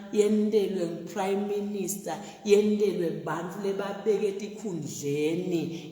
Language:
Zulu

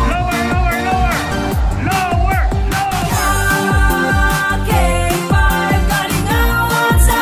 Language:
Hiligaynon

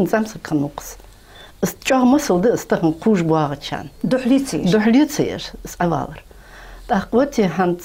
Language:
Ingush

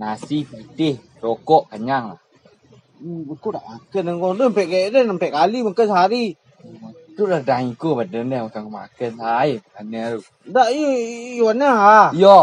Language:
Minangkabau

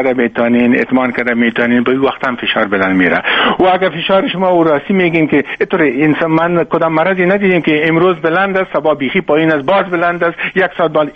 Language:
Persian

